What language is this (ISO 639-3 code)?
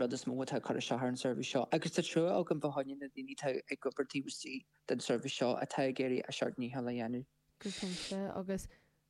gle